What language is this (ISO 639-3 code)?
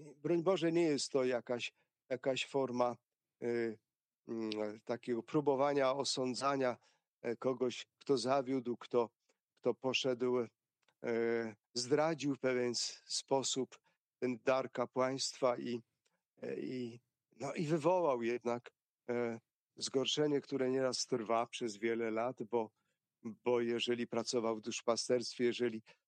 pol